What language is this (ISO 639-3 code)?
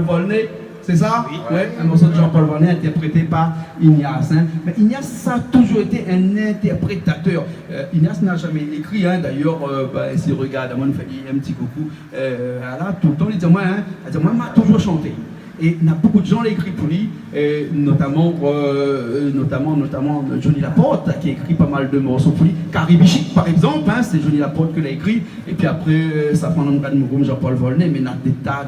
rcf